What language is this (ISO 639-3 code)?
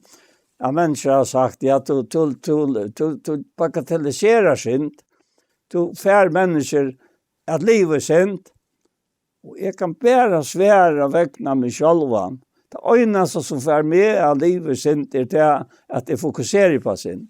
fao